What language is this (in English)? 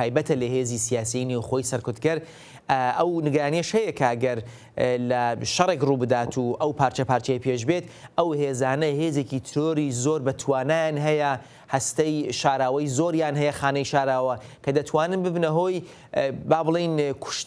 Central Kurdish